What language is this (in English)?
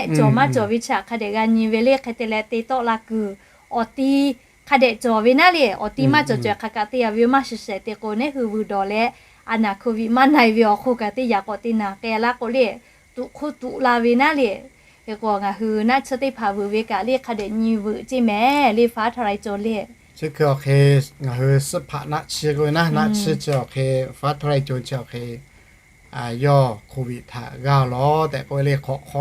Lahu